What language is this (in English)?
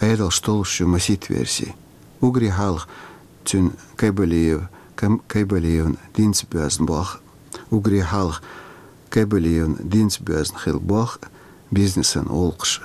Chechen